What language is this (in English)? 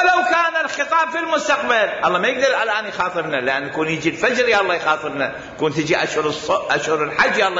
Mesopotamian Arabic